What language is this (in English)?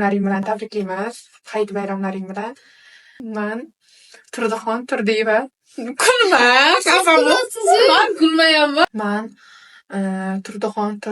Uzbek